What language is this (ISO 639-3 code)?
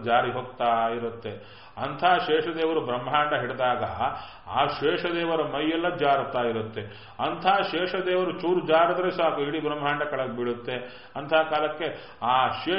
kan